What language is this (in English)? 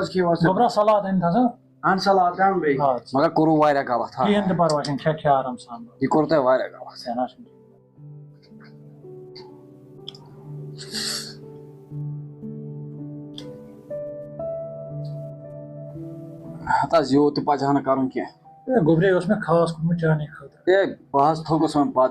Kashmiri